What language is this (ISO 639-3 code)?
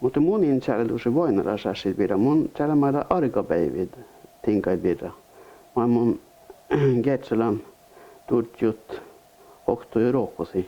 sme